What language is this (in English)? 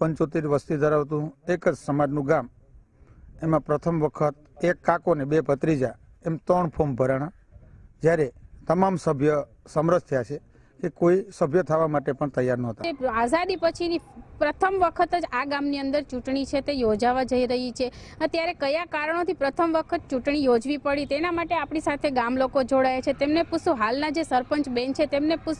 Gujarati